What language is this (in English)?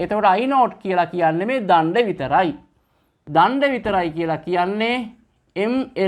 Sinhala